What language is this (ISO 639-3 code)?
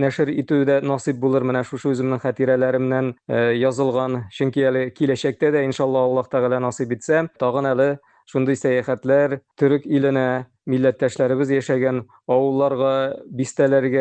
tat